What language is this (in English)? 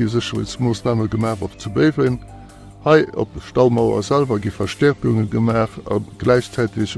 Luxembourgish